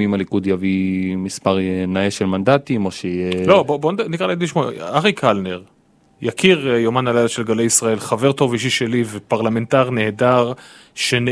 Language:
Hebrew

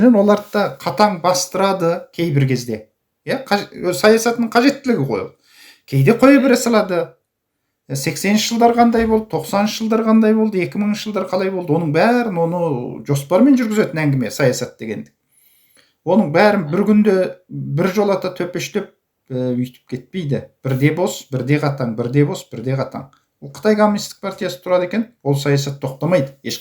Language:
Kazakh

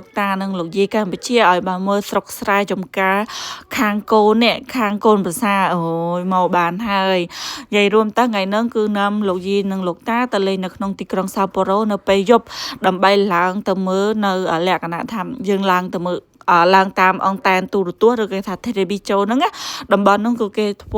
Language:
Khmer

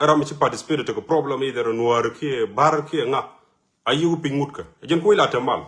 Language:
Nuer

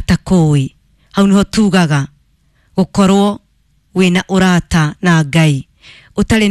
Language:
Kikuyu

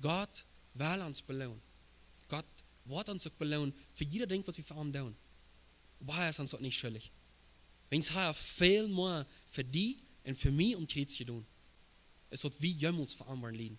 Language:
Plautdietsch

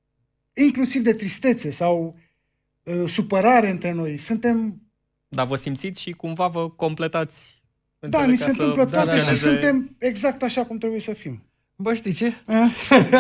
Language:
Romanian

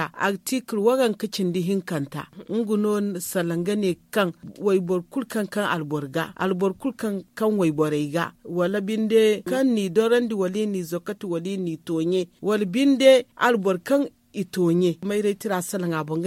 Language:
Zarma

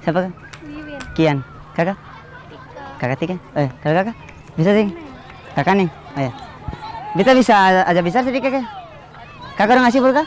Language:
Ambonese Malay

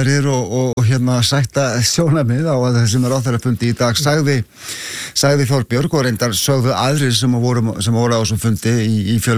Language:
Icelandic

